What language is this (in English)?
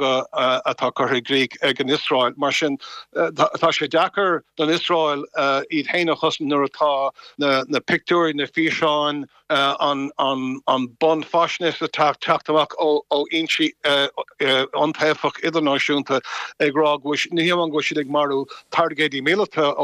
Irish